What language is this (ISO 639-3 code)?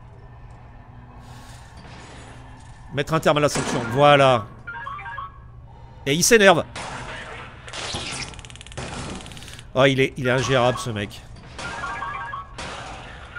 fra